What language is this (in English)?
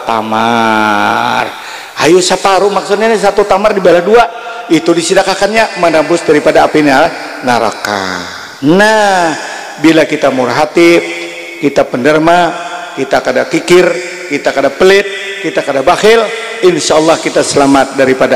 Banjar